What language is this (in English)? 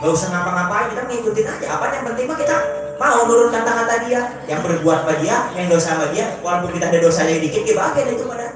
Betawi